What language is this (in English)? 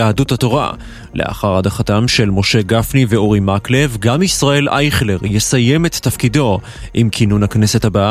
Hebrew